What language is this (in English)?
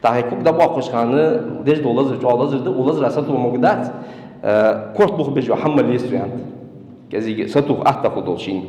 Ingush